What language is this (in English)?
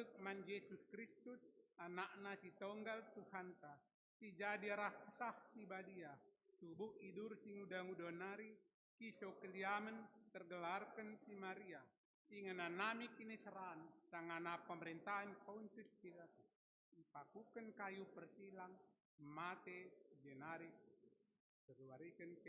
Batak Karo